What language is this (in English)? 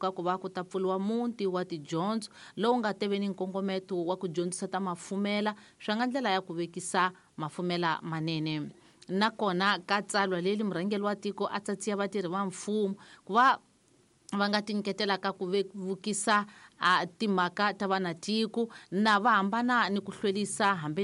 Tsonga